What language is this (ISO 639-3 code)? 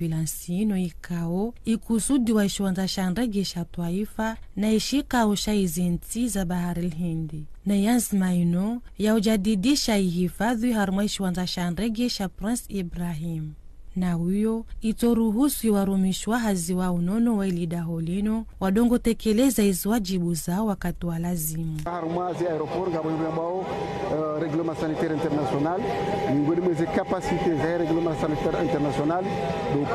zdj